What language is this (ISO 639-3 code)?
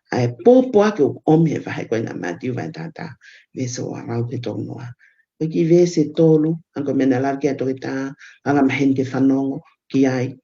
ton